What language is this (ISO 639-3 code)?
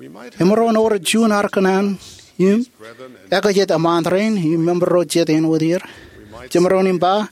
mah